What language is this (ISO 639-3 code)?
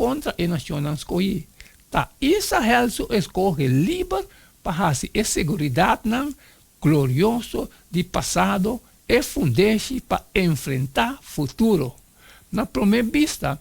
pap